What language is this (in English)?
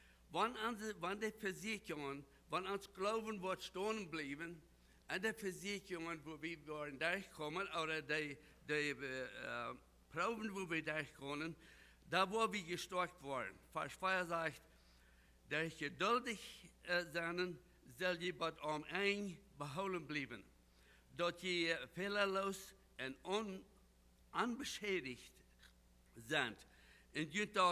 Plautdietsch